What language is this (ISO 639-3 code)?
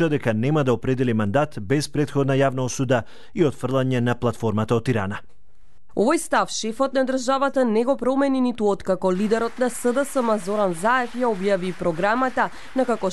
mkd